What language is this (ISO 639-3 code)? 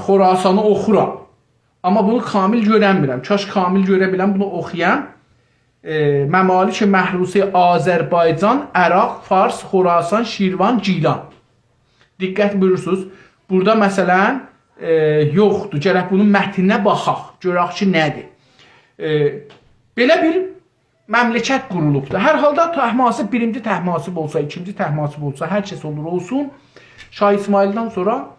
azb